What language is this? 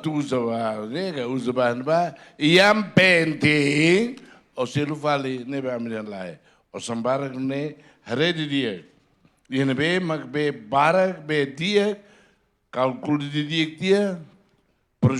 Tetum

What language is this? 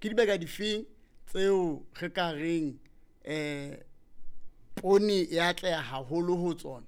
Southern Sotho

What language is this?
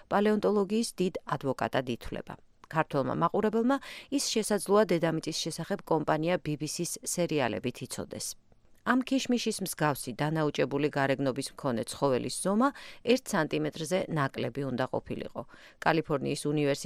Georgian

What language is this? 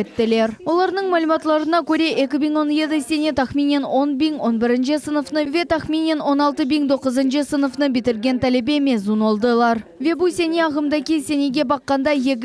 Crimean Tatar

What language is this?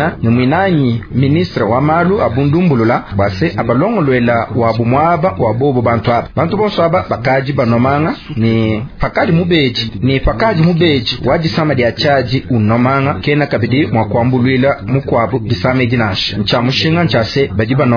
Luba-Lulua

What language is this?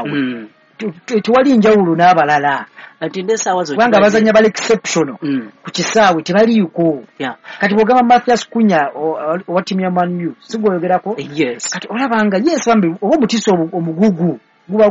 Ganda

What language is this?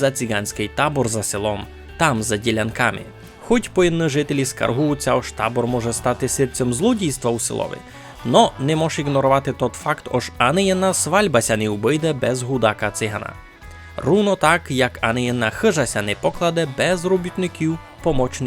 Rusyn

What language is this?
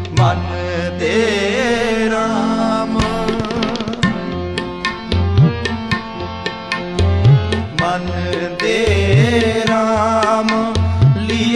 Hindi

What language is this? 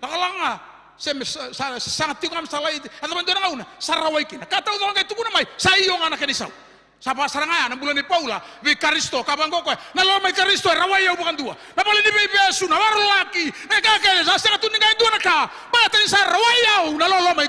Fijian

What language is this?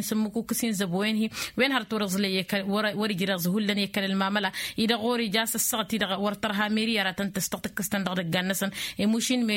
Tamasheq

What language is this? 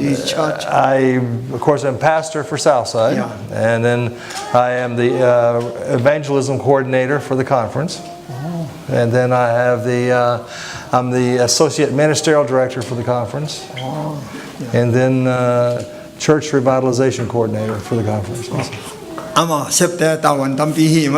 Tedim Chin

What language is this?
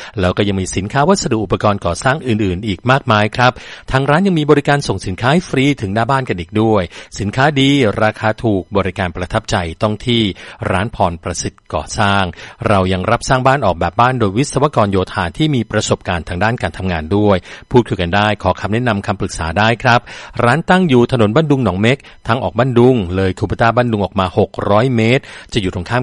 Thai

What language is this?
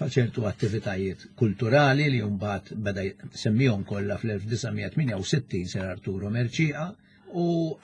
Maltese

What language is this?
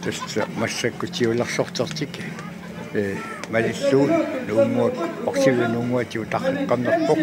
Kalaallisut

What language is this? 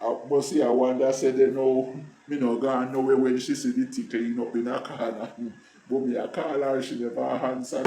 Jamaican Creole English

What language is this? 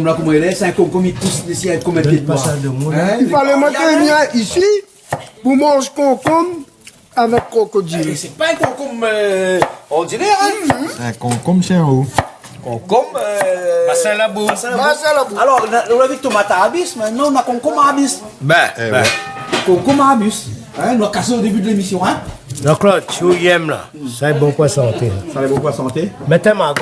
Réunion Creole French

